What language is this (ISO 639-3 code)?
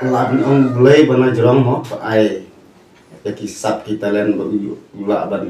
kha